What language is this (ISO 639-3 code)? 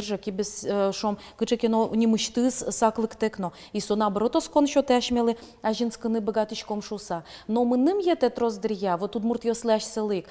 udm